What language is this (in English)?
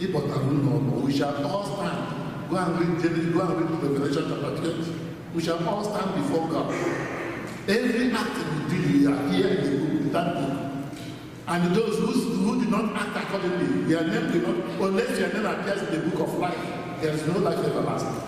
Igbo